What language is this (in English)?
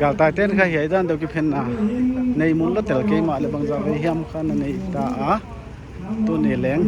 Paite Chin